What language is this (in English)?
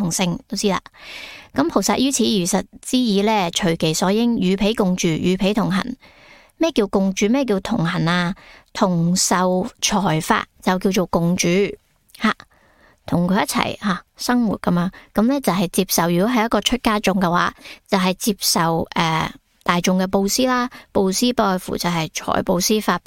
Cantonese